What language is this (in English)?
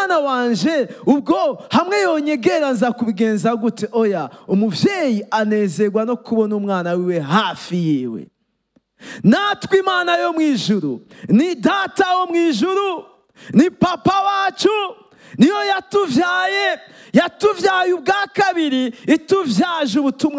Rundi